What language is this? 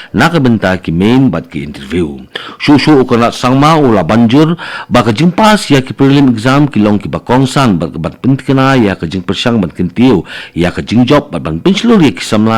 Khasi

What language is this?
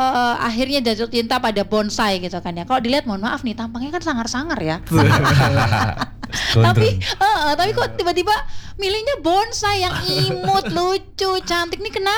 Indonesian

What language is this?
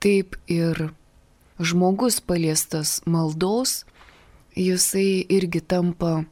Lithuanian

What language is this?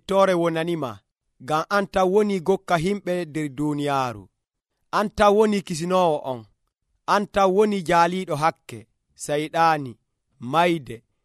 Nigerian Fulfulde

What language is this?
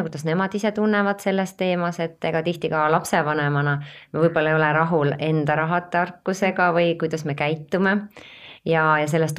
Estonian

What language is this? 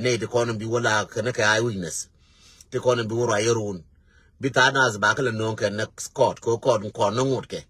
Nuer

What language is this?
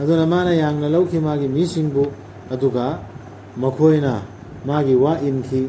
Manipuri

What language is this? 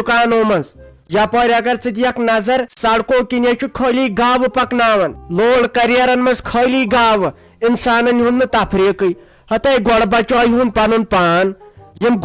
Kashmiri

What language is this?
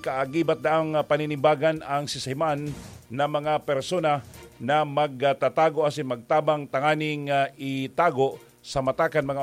Bikol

